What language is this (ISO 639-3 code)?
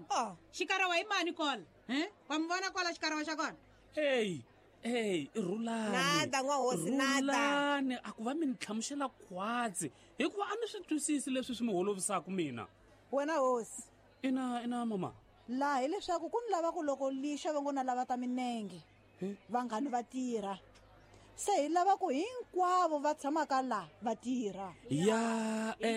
tso